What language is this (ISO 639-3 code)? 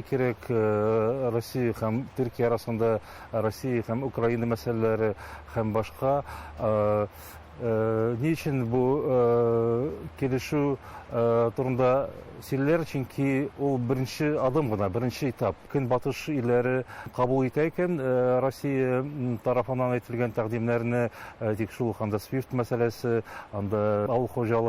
tat